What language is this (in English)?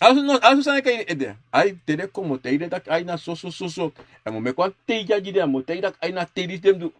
Sranan Tongo